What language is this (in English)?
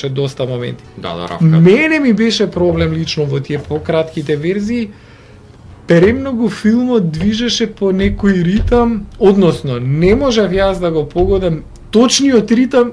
Macedonian